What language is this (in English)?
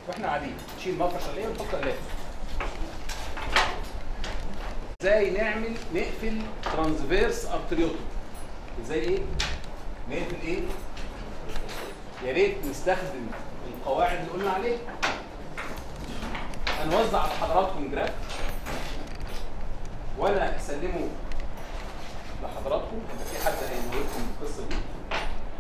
Egyptian Arabic